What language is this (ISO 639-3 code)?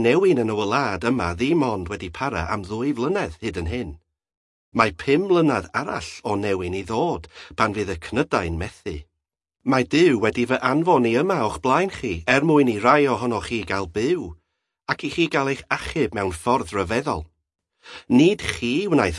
cym